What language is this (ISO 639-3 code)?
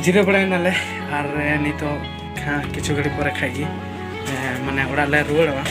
sat